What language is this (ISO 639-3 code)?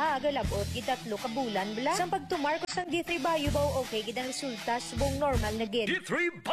hil